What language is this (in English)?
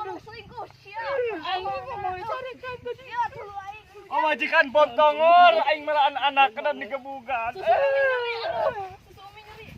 Sundanese